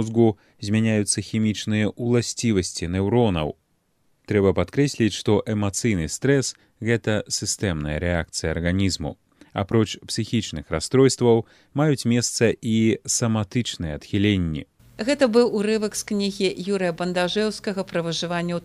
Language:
Belarusian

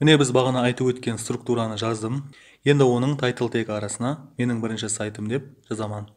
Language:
Kara-Kalpak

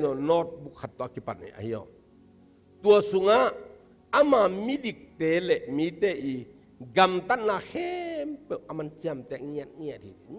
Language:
Tedim Chin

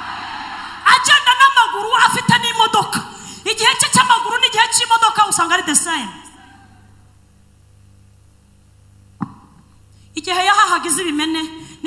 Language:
Kinyarwanda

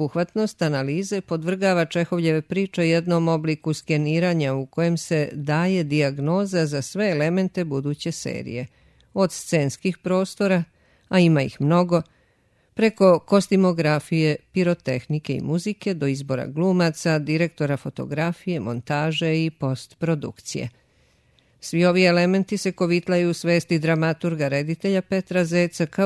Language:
Serbian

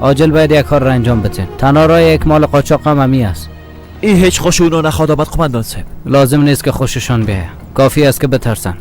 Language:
Persian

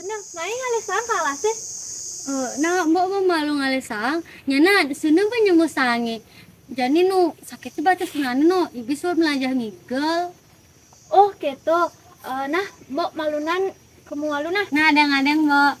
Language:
Balinese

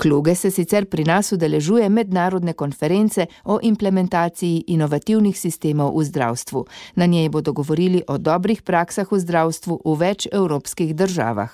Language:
Slovenian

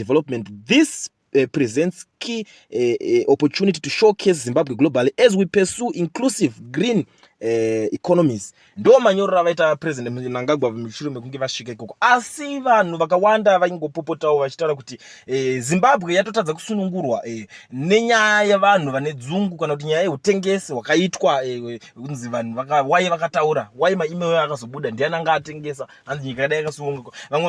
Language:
Shona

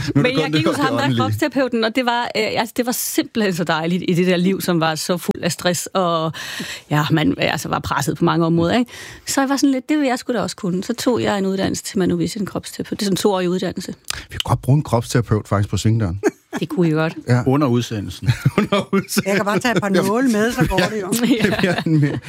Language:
Danish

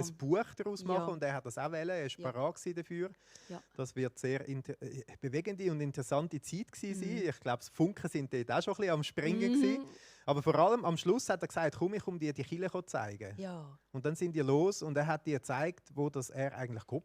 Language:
Swiss German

